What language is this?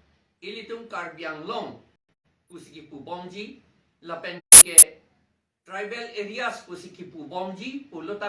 Karbi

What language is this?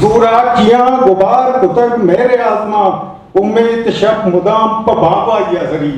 Eastern Balochi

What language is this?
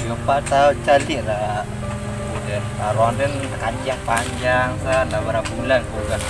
Minangkabau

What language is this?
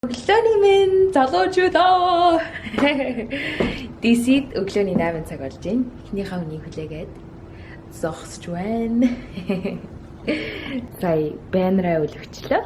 Mongolian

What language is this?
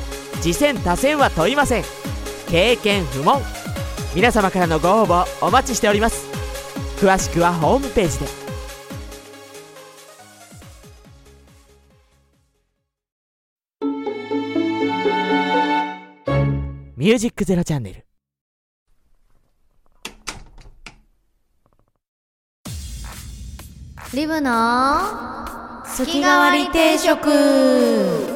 Japanese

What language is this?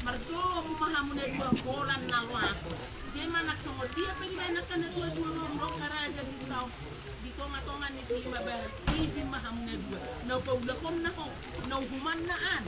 Batak Toba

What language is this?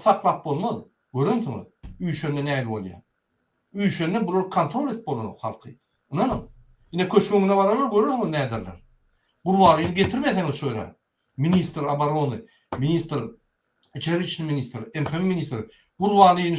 Turkmen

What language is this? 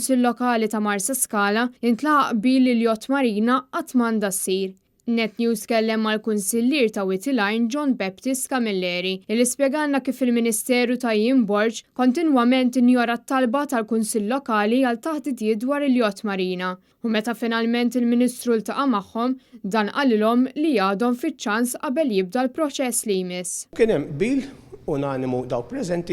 Maltese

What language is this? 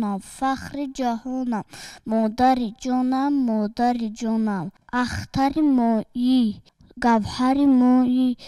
Tajik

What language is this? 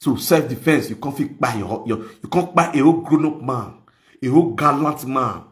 Nigerian Pidgin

